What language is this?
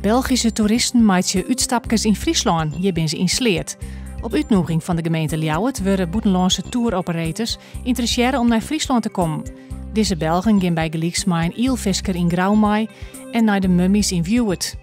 Western Frisian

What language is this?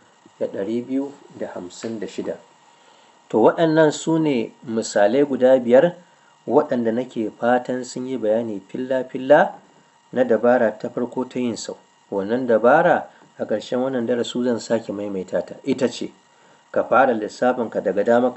Hausa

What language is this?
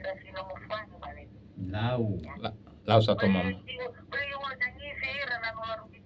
Nias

